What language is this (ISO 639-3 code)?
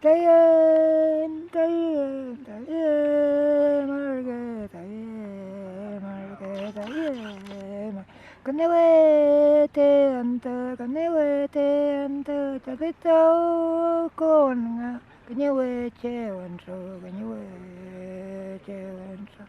arn